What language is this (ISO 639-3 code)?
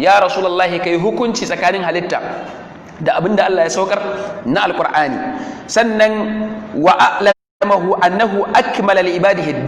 hau